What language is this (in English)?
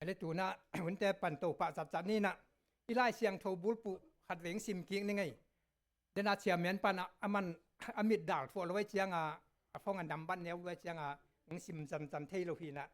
Tedim Chin